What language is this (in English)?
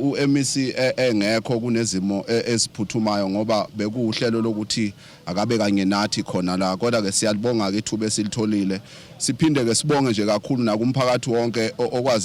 Zulu